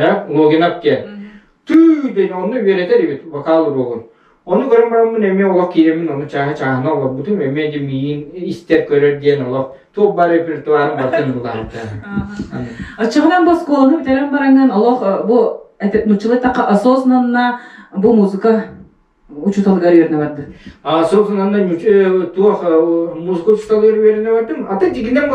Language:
Yakut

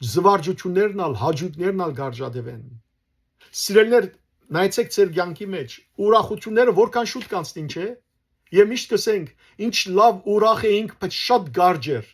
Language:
Western Armenian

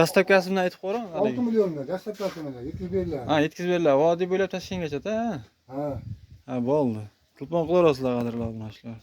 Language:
Uzbek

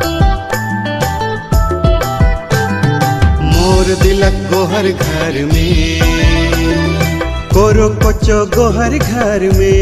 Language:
Sadri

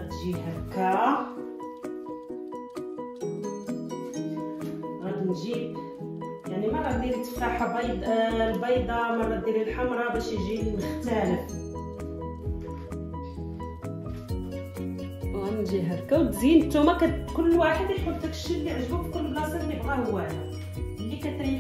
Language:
Moroccan Arabic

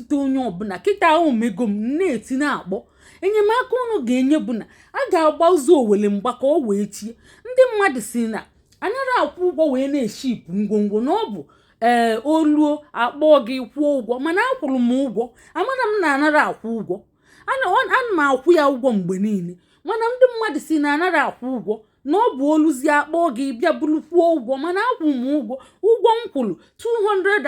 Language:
Igbo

